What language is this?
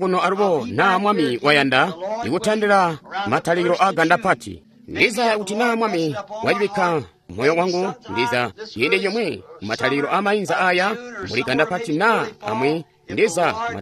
Tonga (Zambia)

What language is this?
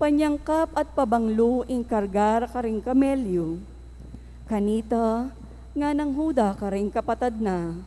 Pampanga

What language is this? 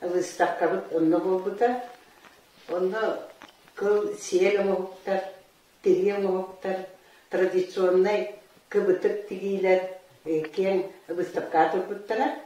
Yakut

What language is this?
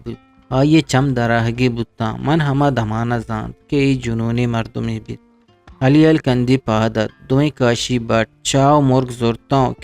Eastern Balochi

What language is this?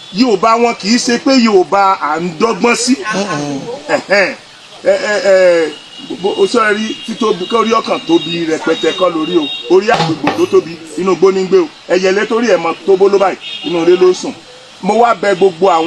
Yoruba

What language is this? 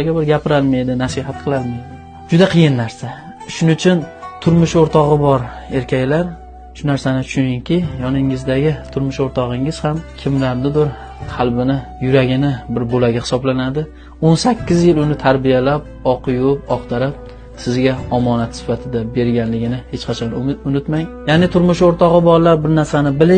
Uzbek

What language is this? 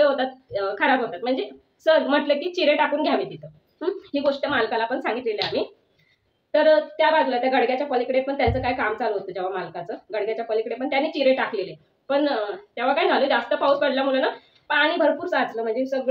Marathi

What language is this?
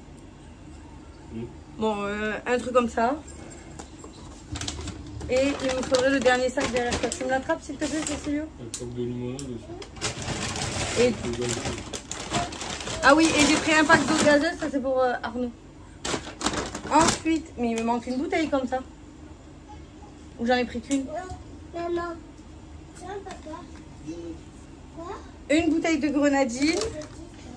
French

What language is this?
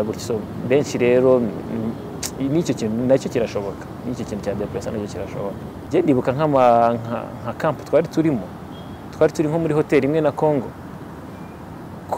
Kinyarwanda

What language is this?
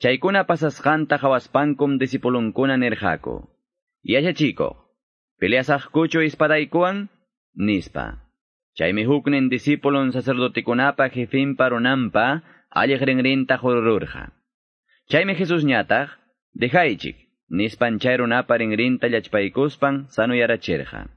Quechua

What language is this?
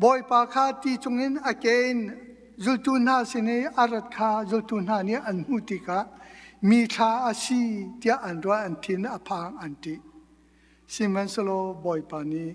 Hakha Chin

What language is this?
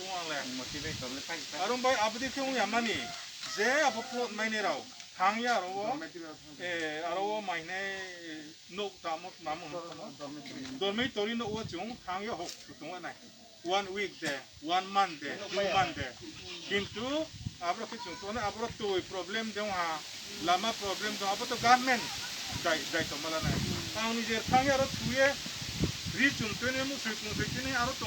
Riang (India)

